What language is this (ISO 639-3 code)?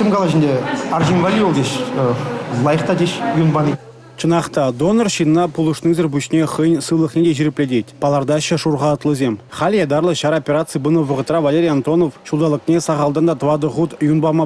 chv